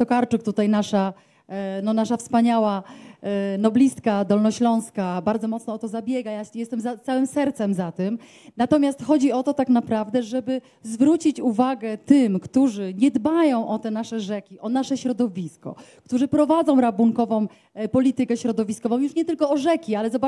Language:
Polish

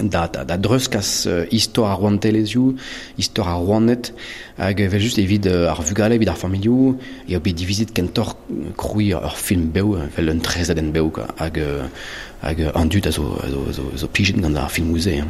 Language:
Breton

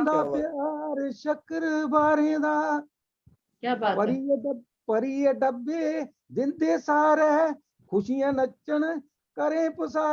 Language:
Dogri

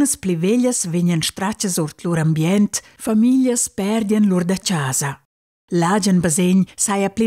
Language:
Romansh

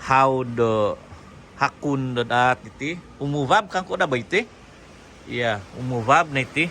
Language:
Central Dusun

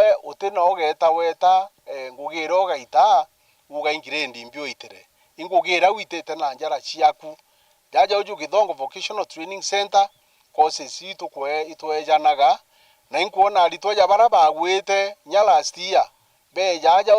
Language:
Meru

